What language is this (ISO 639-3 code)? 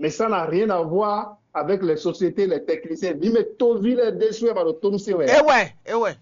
fon